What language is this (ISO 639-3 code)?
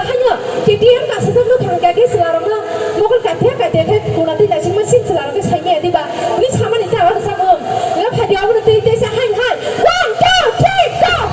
trp